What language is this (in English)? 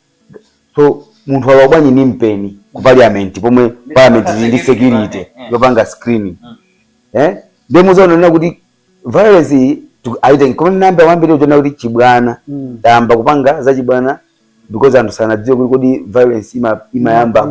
Nyanja